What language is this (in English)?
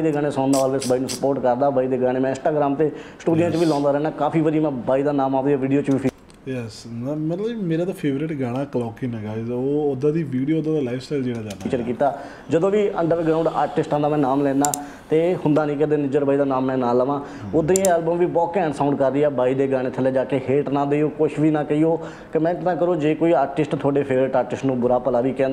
Punjabi